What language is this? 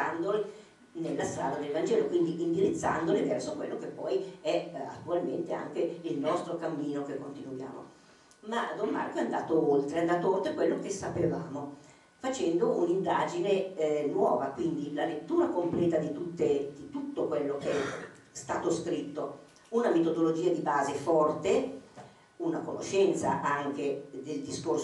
Italian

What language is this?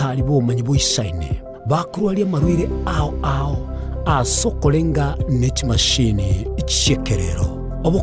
Gusii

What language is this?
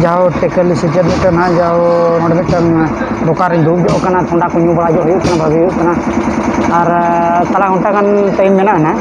Santali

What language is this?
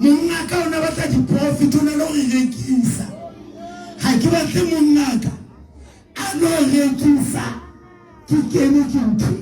Southern Sotho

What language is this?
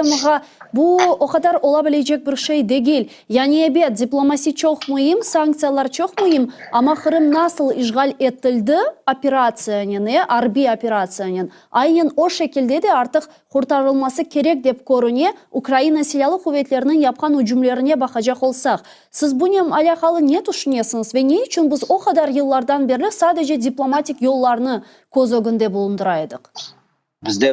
Crimean Tatar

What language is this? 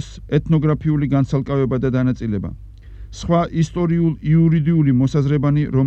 Georgian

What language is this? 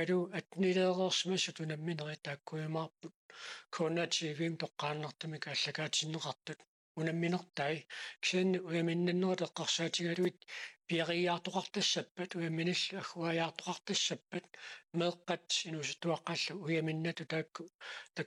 Kalaallisut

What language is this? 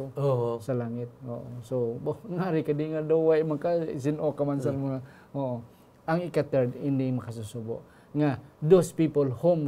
Hiligaynon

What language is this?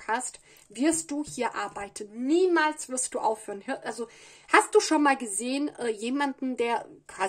German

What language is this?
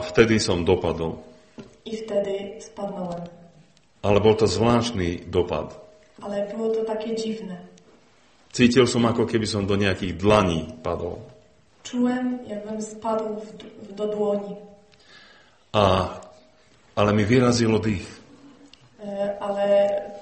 Slovak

